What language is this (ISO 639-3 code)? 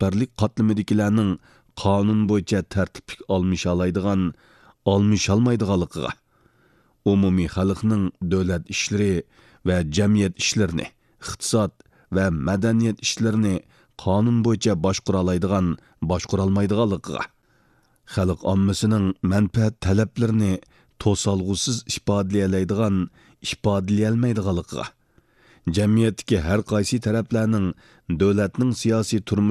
uig